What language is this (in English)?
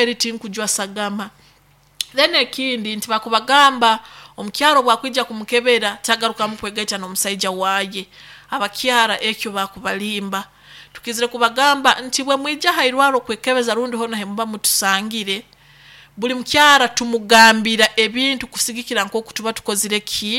Nyoro